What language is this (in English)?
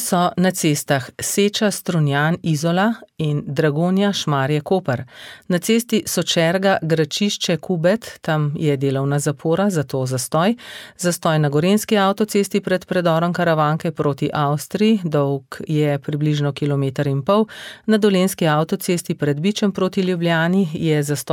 Slovenian